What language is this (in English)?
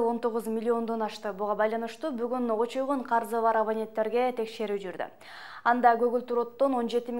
Kyrgyz